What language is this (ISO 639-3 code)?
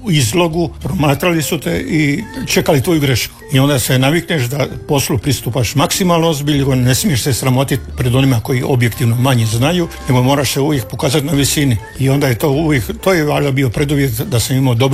hrv